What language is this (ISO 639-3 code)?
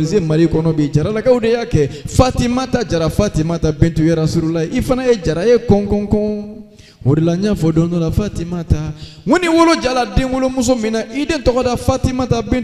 bam